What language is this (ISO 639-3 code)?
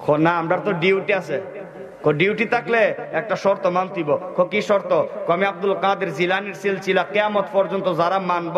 syl